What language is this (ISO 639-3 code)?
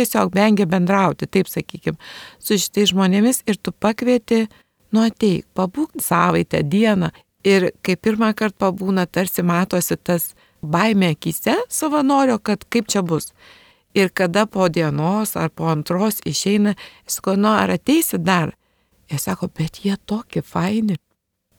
lit